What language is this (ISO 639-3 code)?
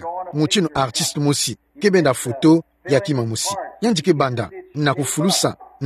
ktu